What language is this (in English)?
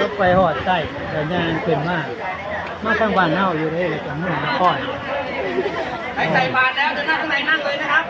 Lao